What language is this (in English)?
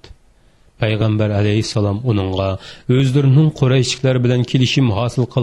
Uyghur